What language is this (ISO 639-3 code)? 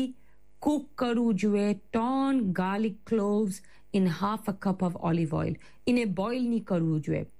guj